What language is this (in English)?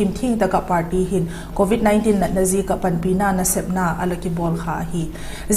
Vaiphei